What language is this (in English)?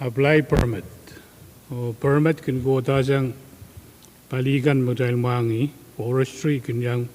Pohnpeian